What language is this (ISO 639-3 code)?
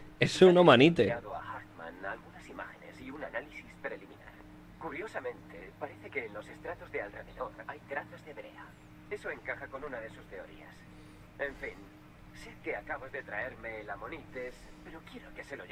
spa